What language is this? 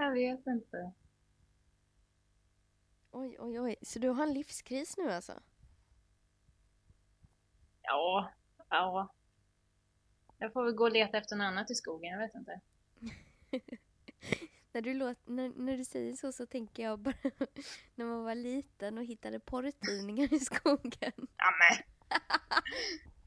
Swedish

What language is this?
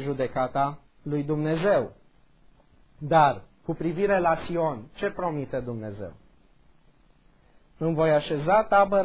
Romanian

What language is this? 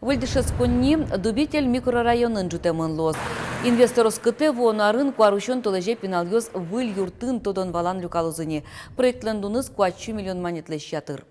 Udmurt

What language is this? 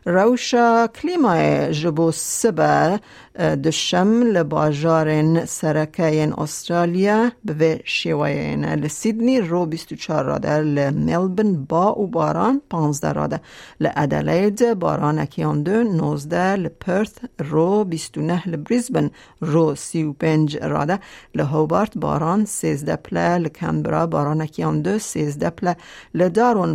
Kurdish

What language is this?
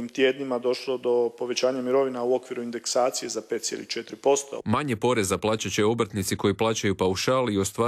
Croatian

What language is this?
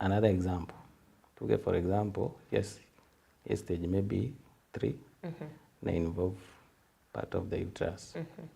Meru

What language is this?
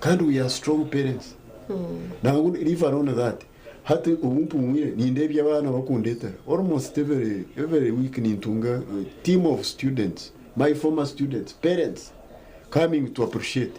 Nyankole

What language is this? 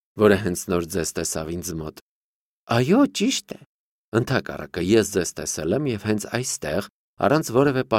Armenian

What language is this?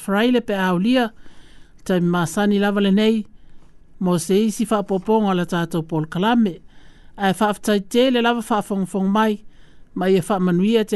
Samoan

